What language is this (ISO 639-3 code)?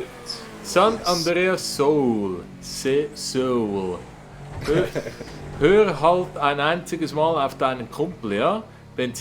gsw